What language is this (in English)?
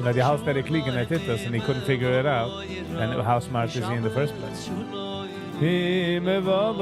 Yiddish